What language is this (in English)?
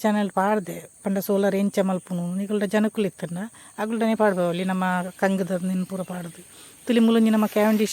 Tulu